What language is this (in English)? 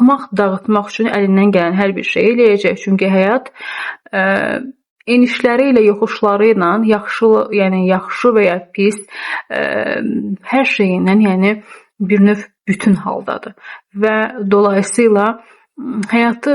Azerbaijani